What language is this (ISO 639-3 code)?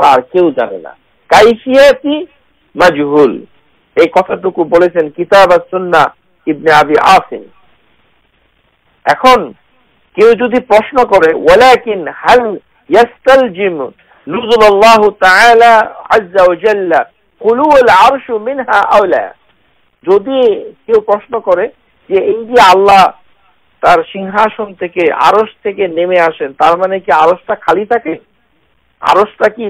ben